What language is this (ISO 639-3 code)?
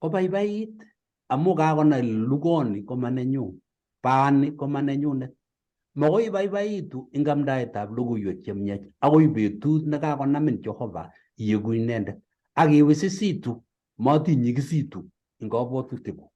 kln